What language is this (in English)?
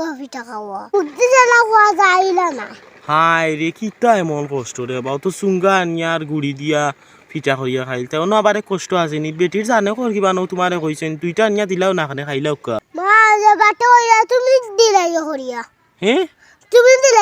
Sylheti